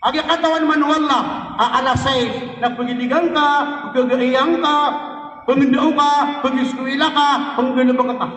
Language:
Maranao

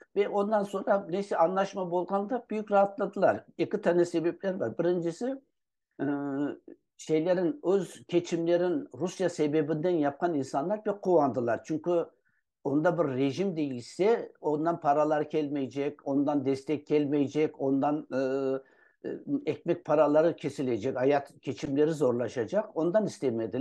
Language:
Crimean Tatar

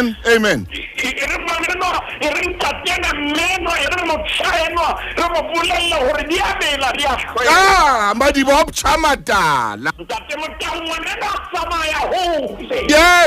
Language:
Southern Sotho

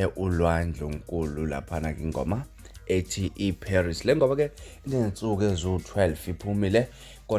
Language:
Zulu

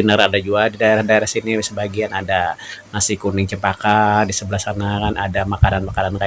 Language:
Banjar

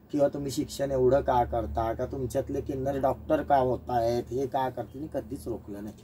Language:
Marathi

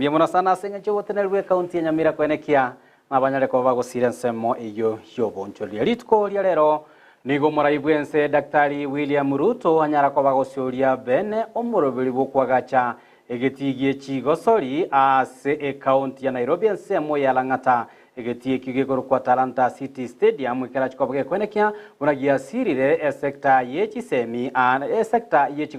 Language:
Gusii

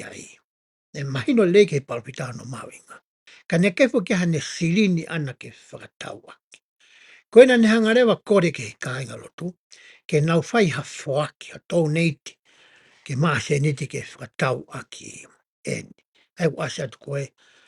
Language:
Tongan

